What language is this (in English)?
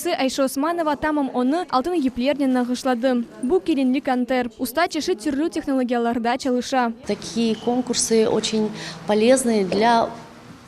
Crimean Tatar